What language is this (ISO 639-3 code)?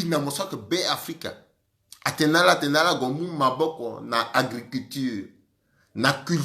sag